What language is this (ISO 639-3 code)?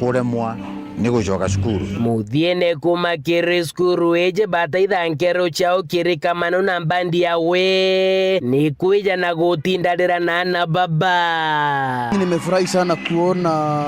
mer